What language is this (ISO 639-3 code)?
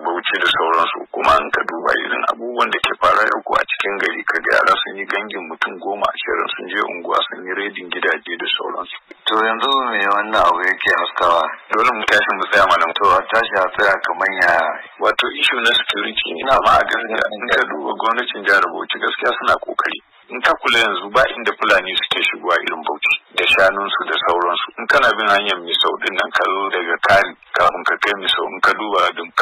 hau